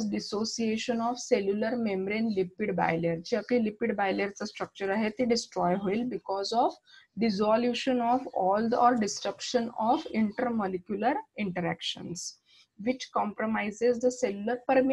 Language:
Marathi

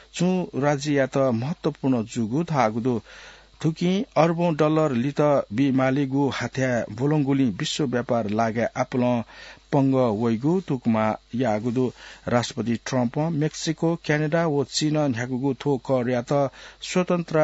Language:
Newari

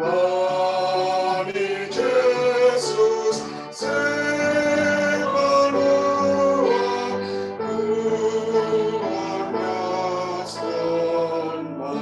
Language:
Batak Simalungun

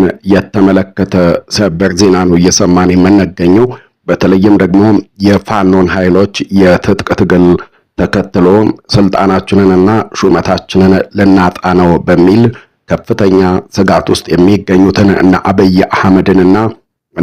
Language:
Amharic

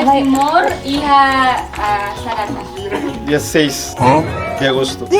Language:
Tetum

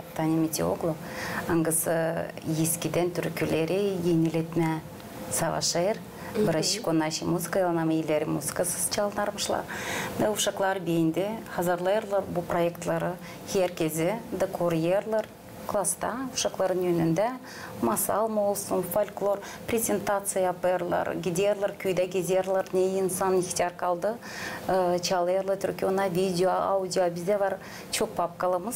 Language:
Gagauz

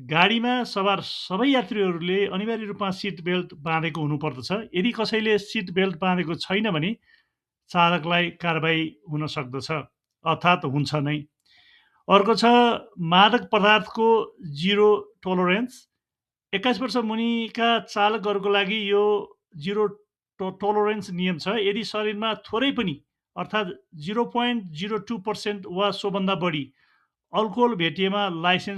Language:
Nepali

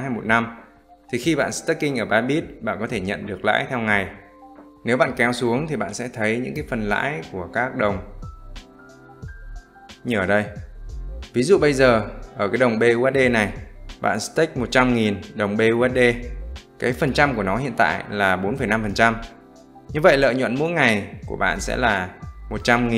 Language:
Vietnamese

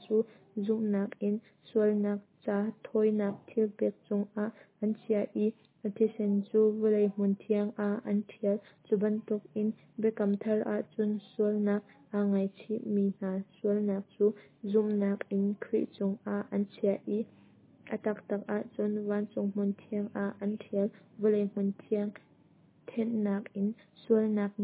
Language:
Hakha Chin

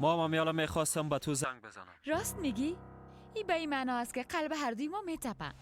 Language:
Persian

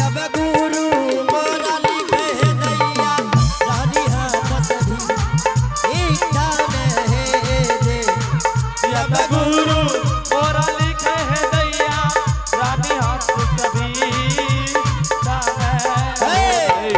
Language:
Angika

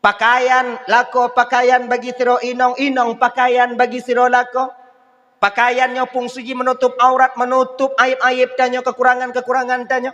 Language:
Achinese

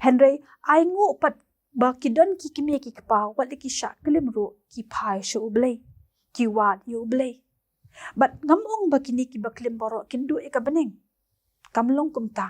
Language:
Khasi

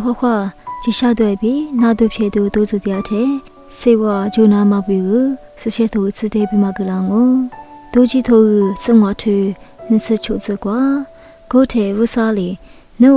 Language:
Lisu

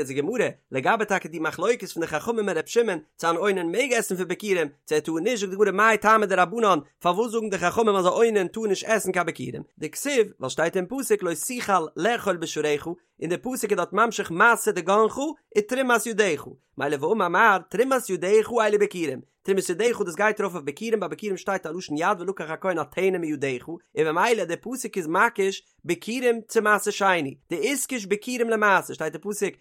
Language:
Yiddish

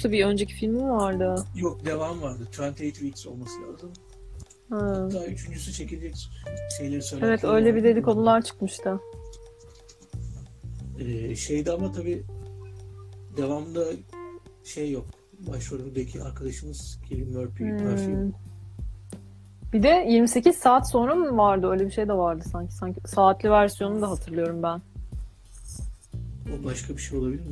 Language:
Turkish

